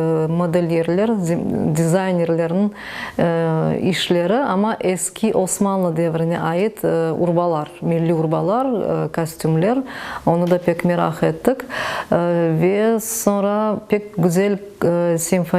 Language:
Crimean Tatar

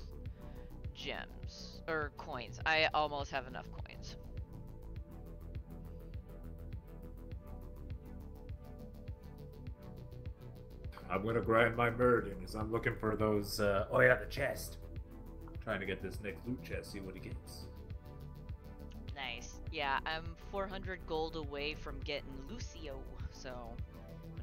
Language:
English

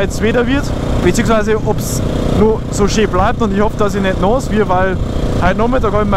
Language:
Bavarian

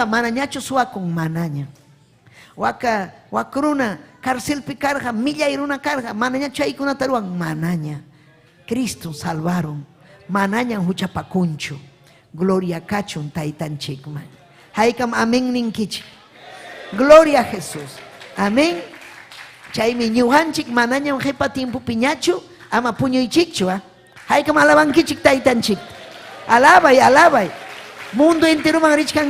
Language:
Ayacucho Quechua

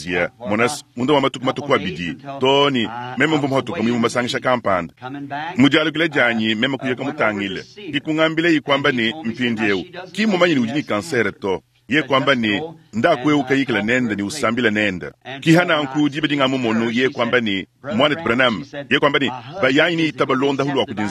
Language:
Luba-Lulua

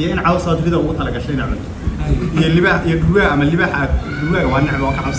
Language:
Somali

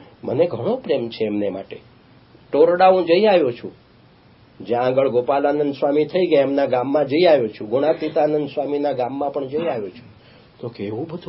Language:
Gujarati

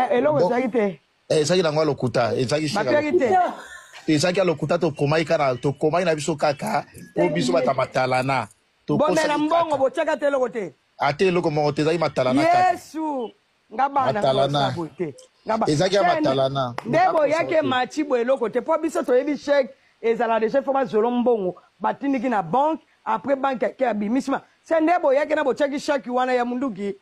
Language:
Lingala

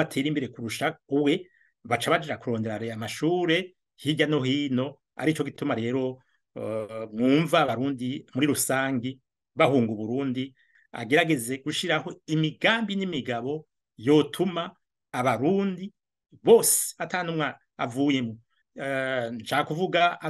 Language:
Rundi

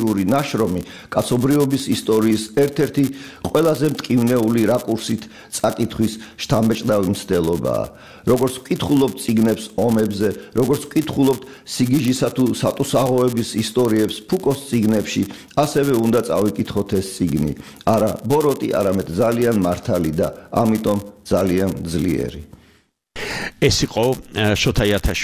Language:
Georgian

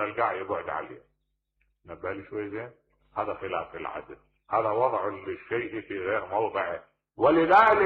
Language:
Mesopotamian Arabic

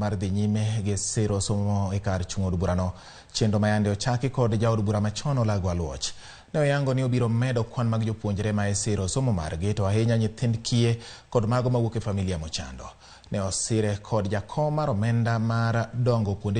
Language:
Luo (Kenya and Tanzania)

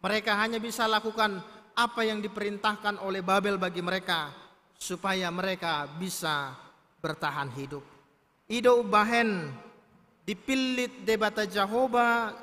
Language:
Batak Toba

